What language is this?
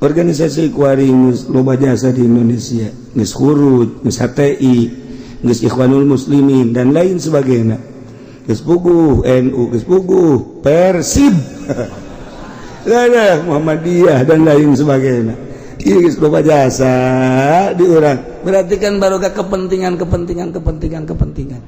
Sundanese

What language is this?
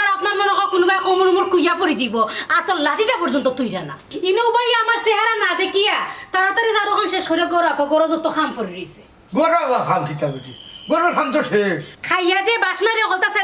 Sylheti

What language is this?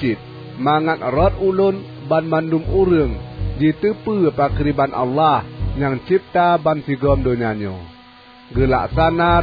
Achinese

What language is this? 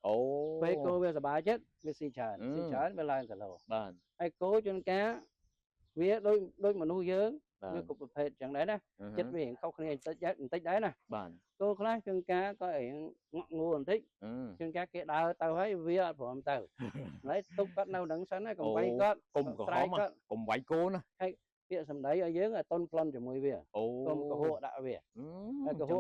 Khmer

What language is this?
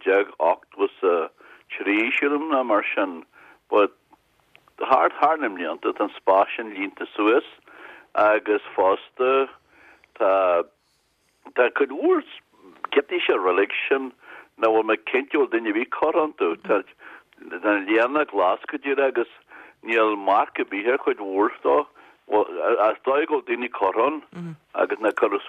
Irish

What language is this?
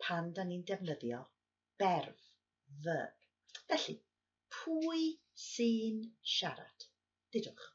Welsh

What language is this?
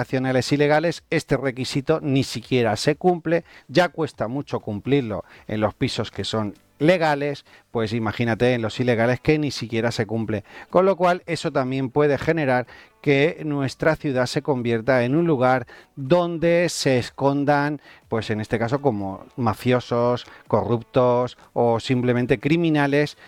Spanish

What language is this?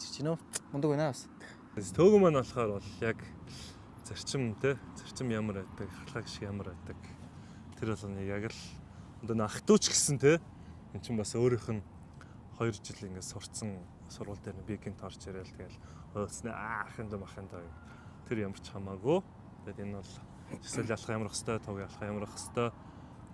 Mongolian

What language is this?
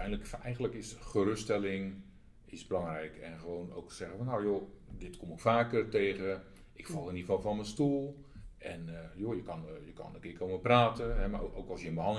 Dutch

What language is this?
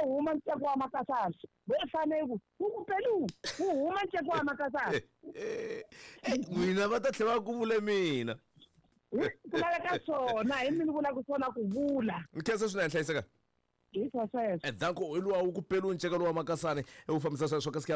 Tsonga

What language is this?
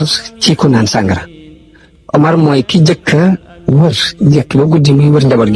Wolof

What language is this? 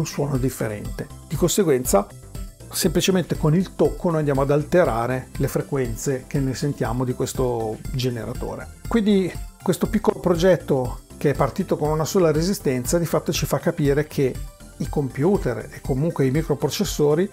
Italian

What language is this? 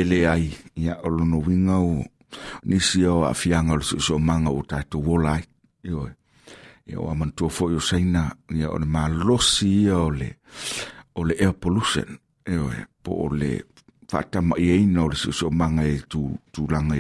Samoan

